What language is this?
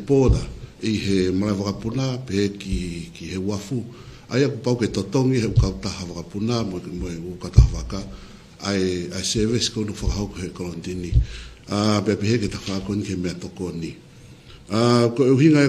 Tongan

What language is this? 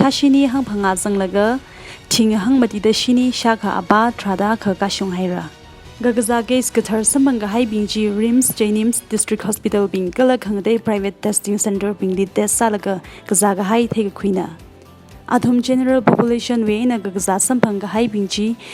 Tangkhul Naga (India)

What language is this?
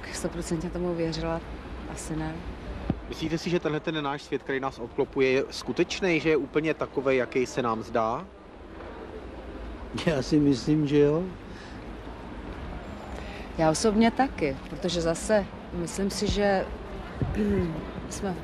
Czech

